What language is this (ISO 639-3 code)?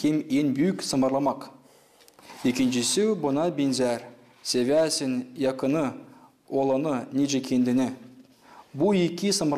gag